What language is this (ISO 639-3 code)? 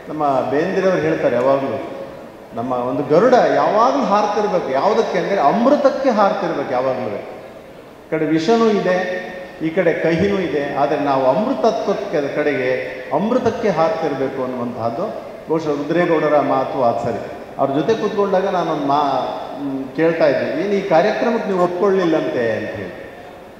kan